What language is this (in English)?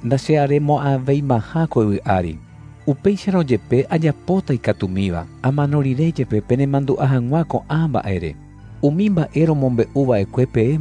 Guarani